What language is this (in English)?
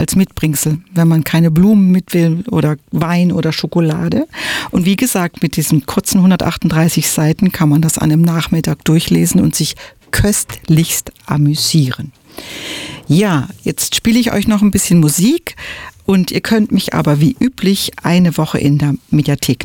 German